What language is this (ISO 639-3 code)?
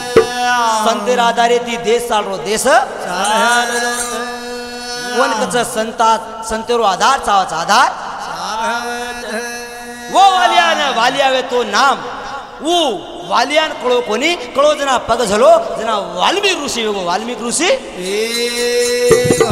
lmn